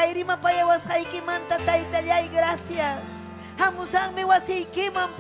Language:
Ayacucho Quechua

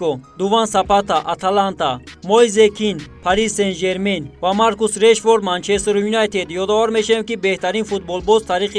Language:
Tajik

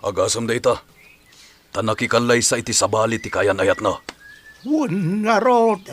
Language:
Iloko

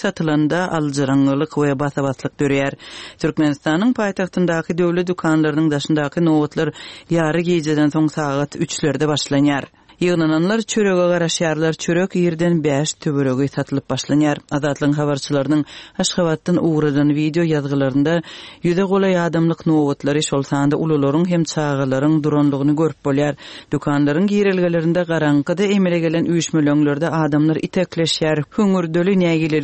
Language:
Turkmen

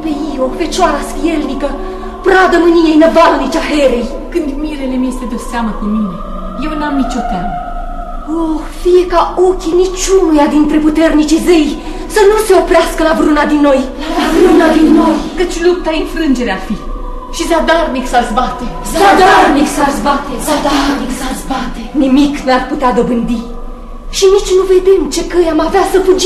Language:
Romanian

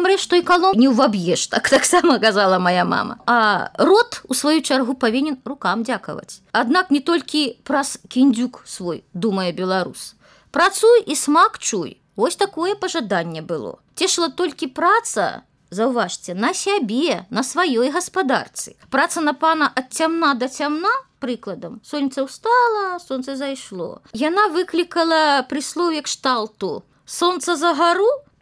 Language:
Belarusian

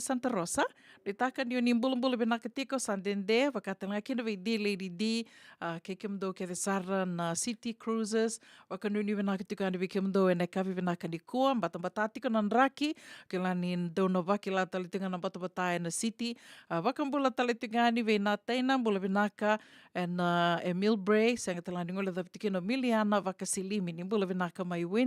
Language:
Fijian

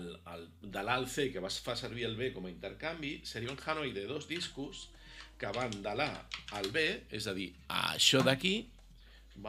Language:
Catalan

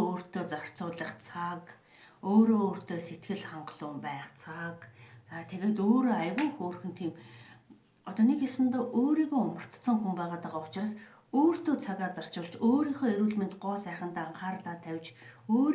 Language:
Mongolian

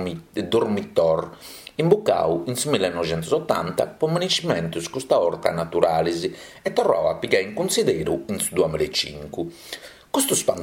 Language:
Sardinian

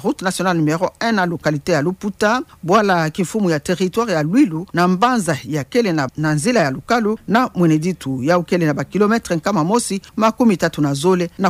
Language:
Kituba (Democratic Republic of Congo)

